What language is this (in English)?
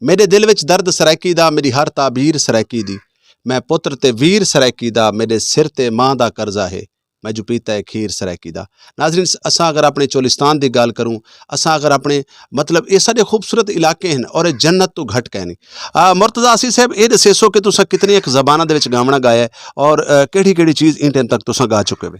Saraiki